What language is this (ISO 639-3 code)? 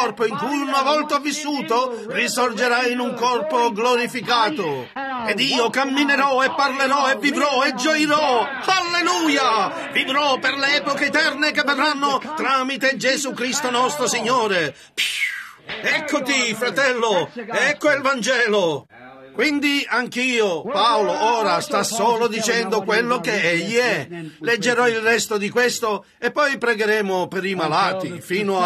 ita